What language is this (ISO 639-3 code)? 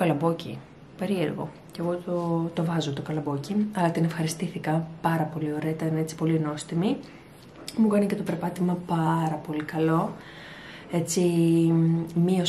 ell